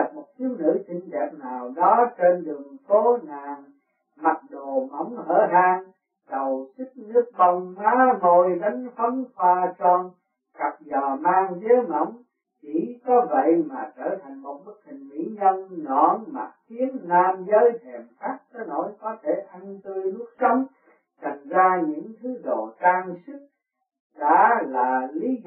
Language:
Vietnamese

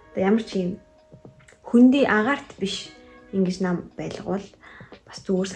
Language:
Mongolian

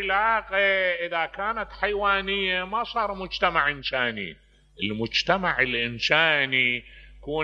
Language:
Mesopotamian Arabic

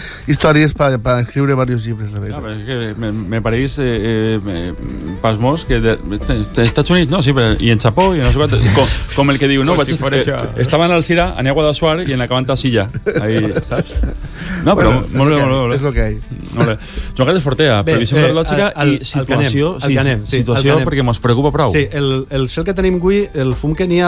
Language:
Catalan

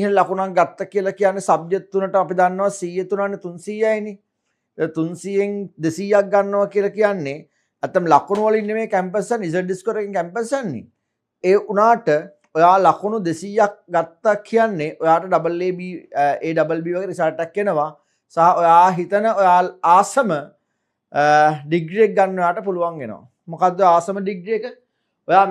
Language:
Sinhala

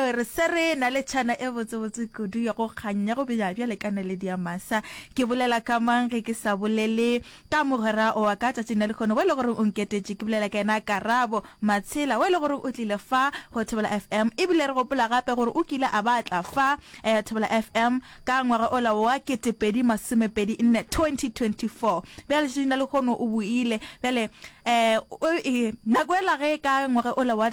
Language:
Northern Sotho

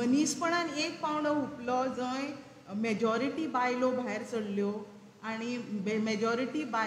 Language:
Konkani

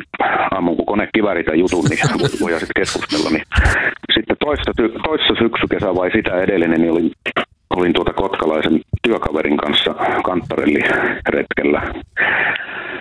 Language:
Finnish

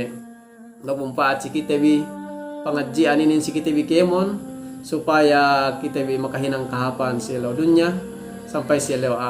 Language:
Yakan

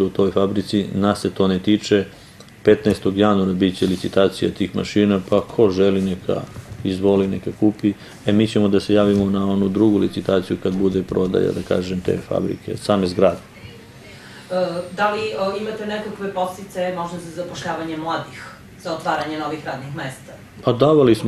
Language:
Serbian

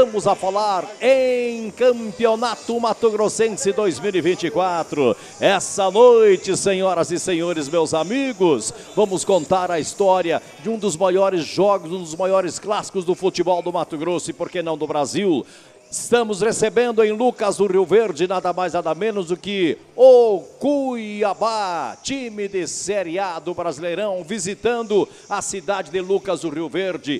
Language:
Portuguese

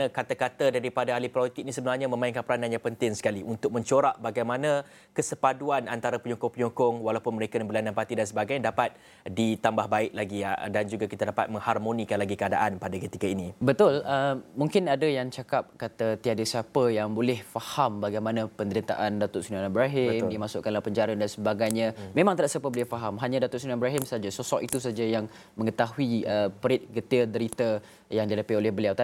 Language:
Malay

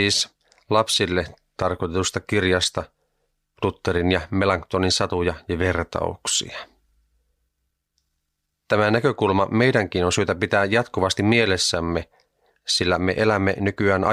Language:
Finnish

